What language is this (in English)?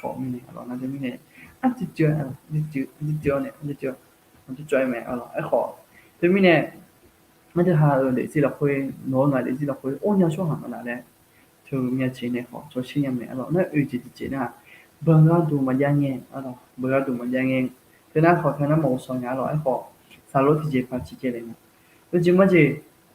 Akha